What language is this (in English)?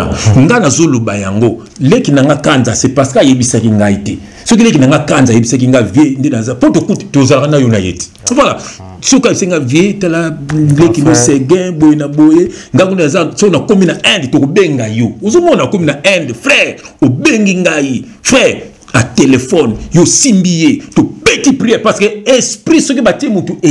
Lingala